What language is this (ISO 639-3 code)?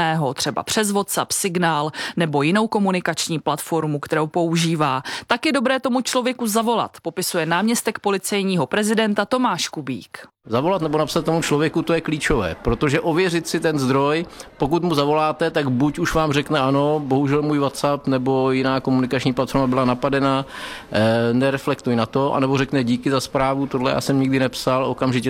ces